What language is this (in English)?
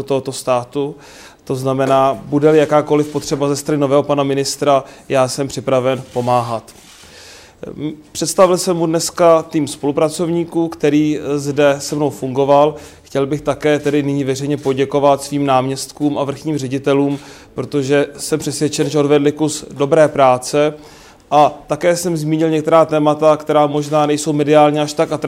Czech